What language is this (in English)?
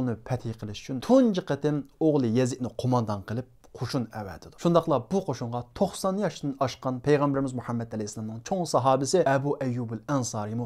Uyghur